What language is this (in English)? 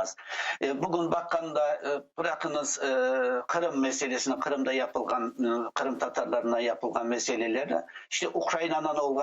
Crimean Tatar